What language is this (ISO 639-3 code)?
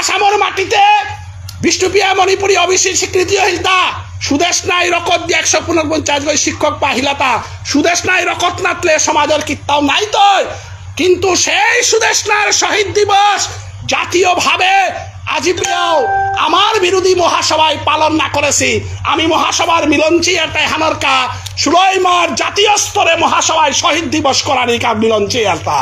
bpy